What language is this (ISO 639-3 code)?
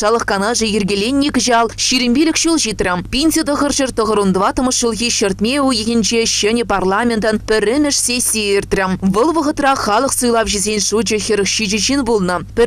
chv